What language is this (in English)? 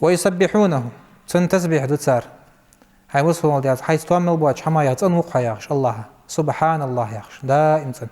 Ingush